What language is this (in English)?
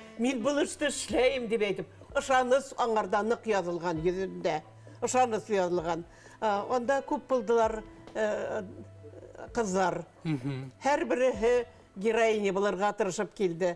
Bashkir